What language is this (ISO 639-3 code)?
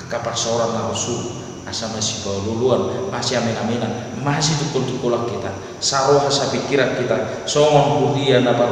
bbc